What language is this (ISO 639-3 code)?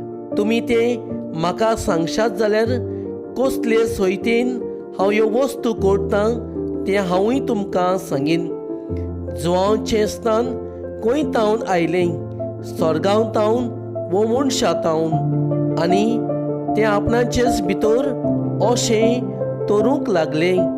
kok